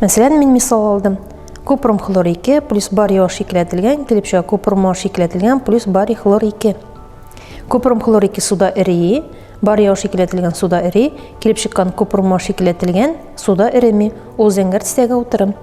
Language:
Tatar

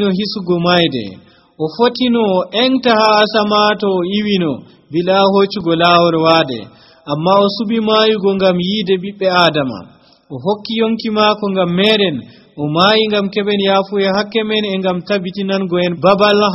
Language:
Nigerian Fulfulde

